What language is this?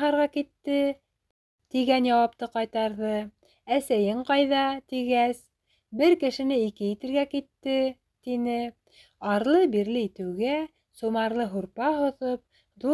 Bashkir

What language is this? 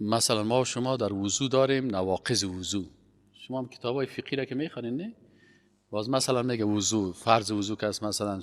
Persian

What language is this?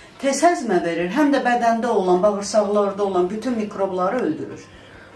Azerbaijani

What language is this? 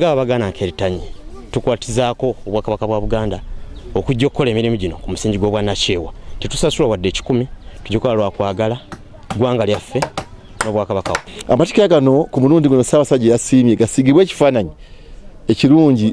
Ganda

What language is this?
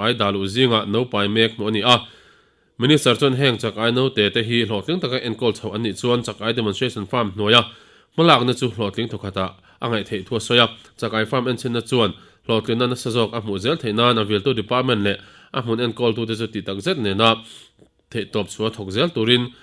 Mizo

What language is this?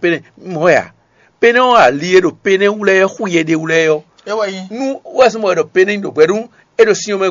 Fon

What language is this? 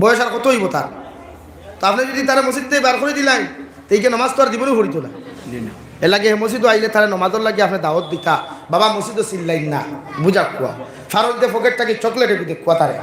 Sylheti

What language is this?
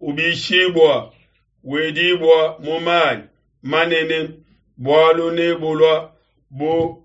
Luba-Lulua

